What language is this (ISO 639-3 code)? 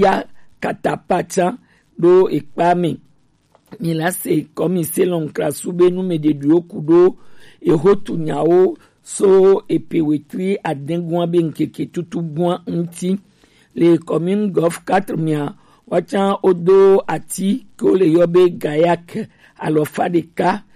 gej